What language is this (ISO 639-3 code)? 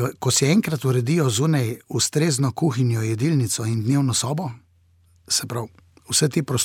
slv